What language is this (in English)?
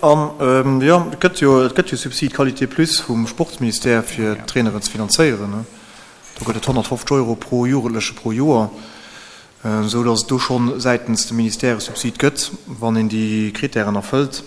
Luxembourgish